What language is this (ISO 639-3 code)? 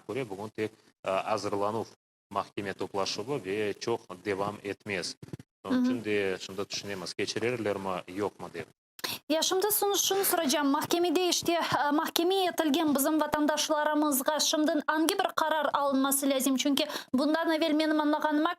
crh